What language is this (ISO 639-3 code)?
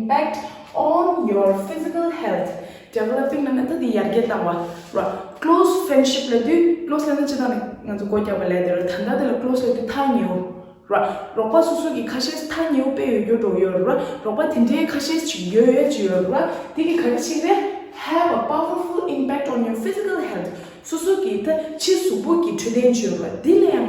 bod